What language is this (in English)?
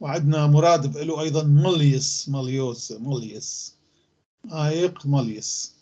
North Levantine Arabic